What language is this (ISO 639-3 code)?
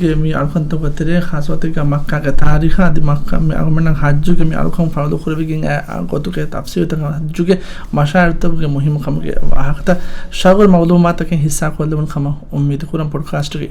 div